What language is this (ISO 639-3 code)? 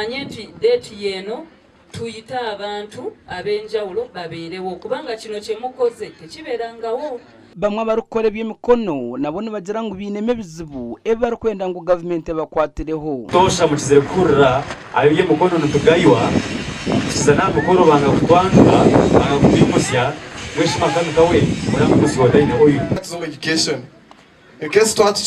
nyn